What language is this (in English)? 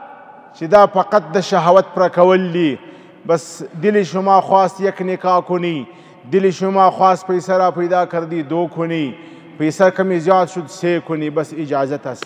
Pashto